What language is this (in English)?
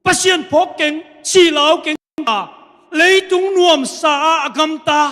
Tedim Chin